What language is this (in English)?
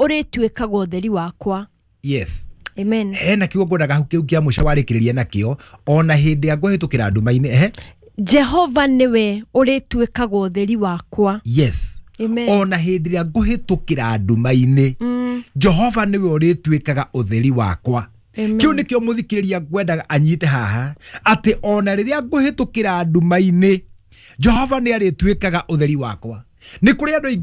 Kikuyu